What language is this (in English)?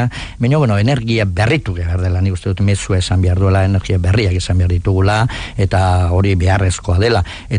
Basque